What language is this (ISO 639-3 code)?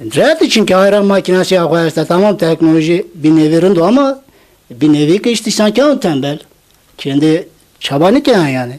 zza